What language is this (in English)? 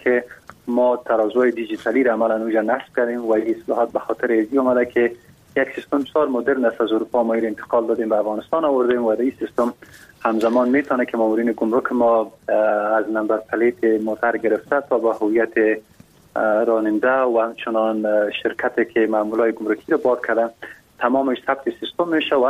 Persian